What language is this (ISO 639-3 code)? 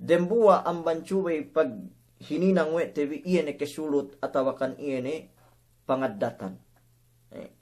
yka